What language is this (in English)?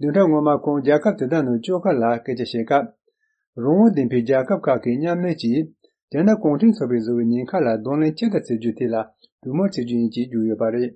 Tibetan